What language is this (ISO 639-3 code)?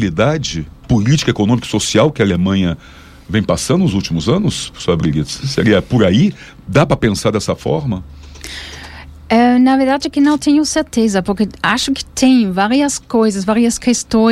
por